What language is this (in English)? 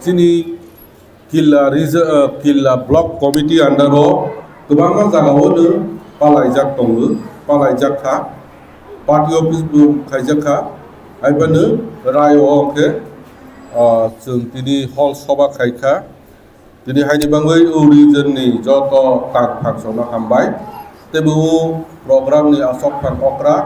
Kok Borok